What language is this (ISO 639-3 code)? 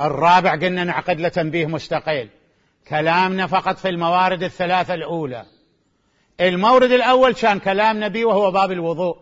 acm